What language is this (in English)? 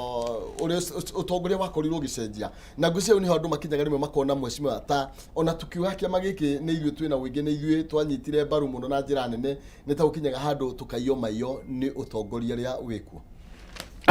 Kikuyu